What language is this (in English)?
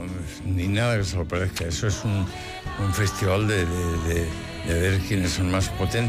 Spanish